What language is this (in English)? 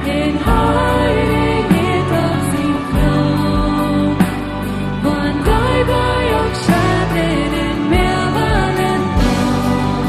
Plautdietsch